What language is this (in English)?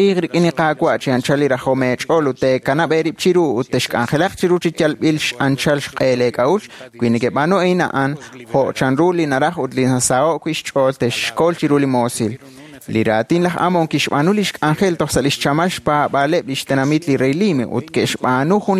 Kekchí